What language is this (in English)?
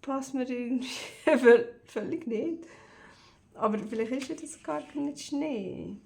Swiss German